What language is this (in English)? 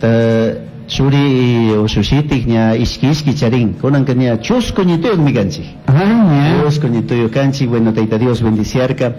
Chimborazo Highland Quichua